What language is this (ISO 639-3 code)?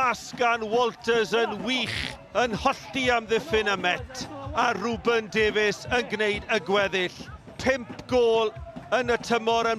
cym